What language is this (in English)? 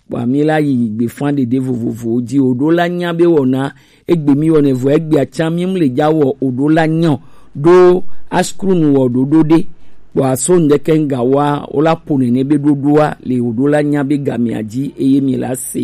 Gen